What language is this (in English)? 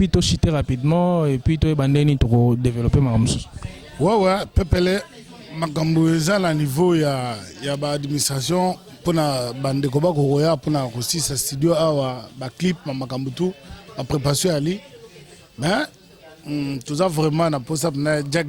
Lingala